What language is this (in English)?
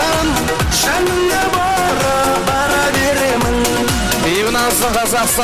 Kara-Kalpak